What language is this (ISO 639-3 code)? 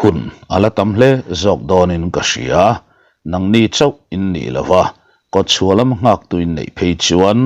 lus